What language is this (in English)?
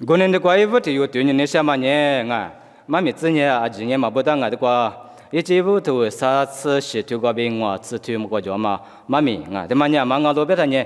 Lisu